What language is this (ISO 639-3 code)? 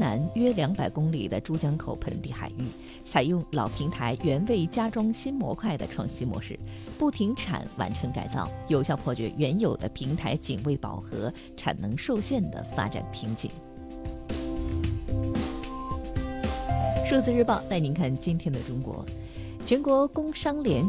zho